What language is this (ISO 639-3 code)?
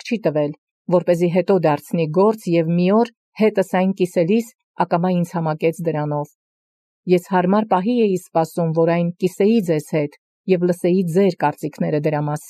hye